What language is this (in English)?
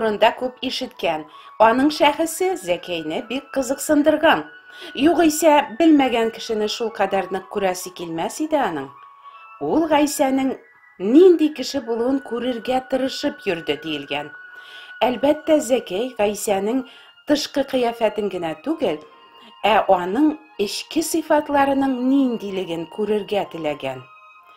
Tatar